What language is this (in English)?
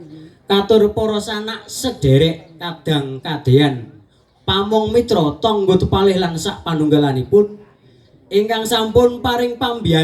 Javanese